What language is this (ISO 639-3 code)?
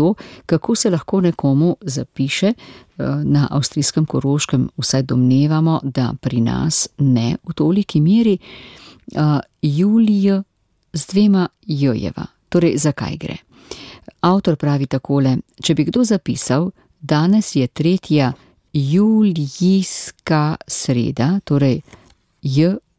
slv